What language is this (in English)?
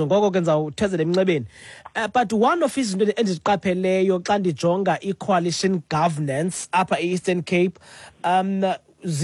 Xhosa